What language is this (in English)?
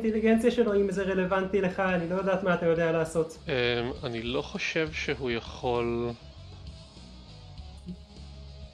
Hebrew